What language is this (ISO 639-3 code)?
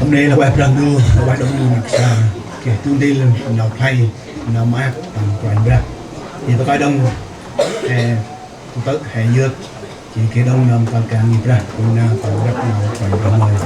cmo